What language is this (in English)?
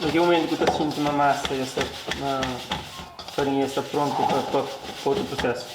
Kabuverdianu